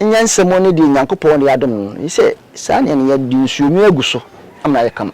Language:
Akan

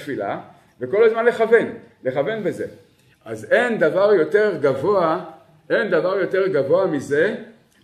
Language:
Hebrew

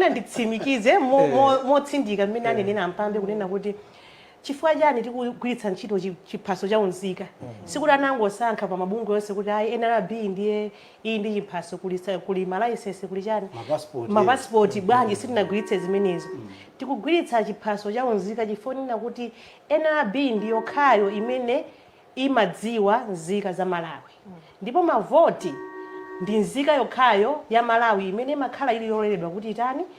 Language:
Nyanja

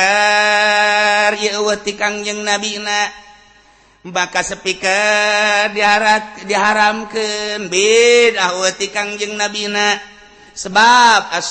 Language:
Sundanese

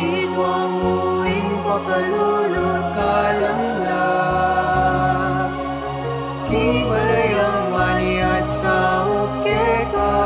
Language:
Pampanga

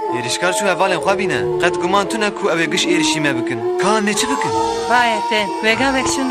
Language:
Kurdish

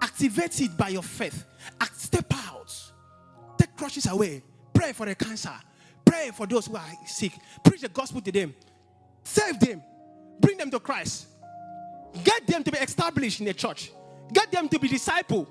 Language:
English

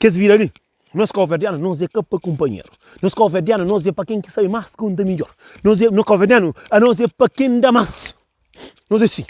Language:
Kabuverdianu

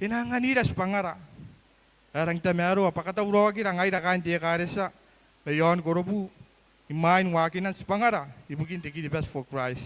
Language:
Gilbertese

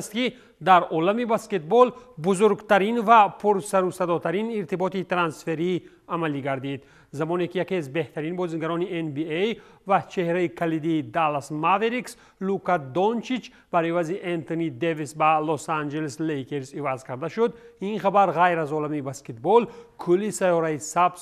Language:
Tajik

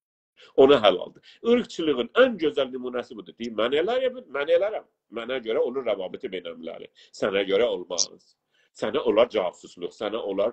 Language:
South Azerbaijani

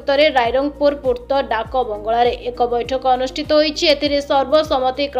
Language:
Odia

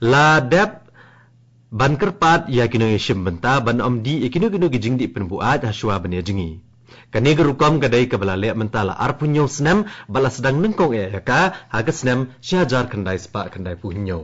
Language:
Khasi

